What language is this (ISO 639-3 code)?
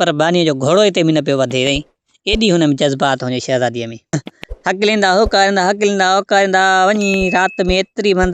snd